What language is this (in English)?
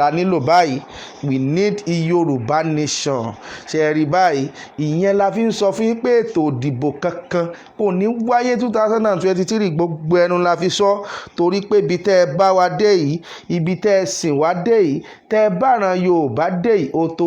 Yoruba